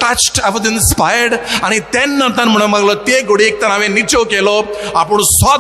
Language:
Konkani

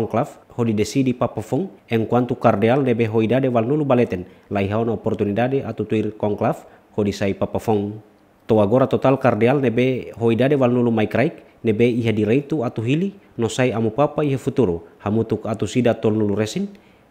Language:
Tetum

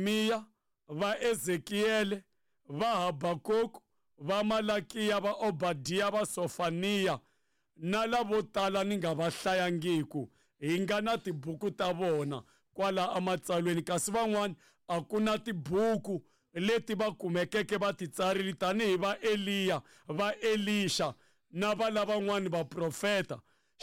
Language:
Tsonga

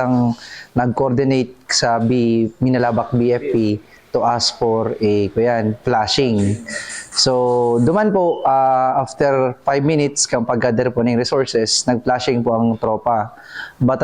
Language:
Bikol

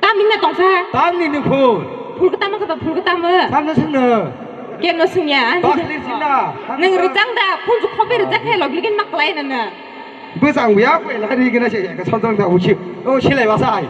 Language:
Kok Borok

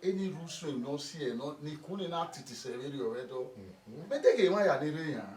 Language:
Bini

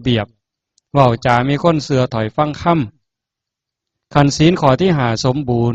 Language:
Northeastern Thai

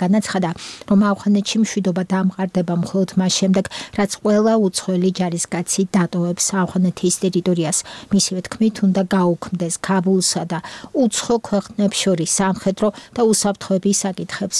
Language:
Georgian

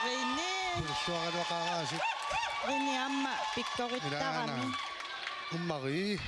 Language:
Kalaallisut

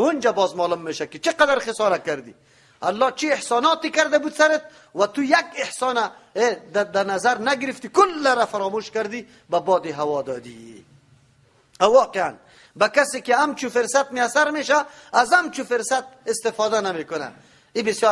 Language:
Persian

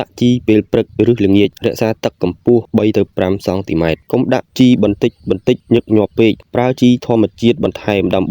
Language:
Khmer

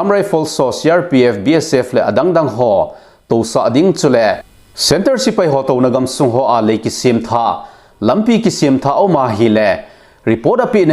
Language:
Thado Chin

